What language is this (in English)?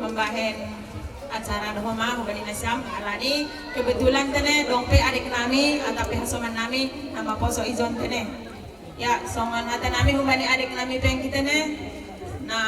Batak Simalungun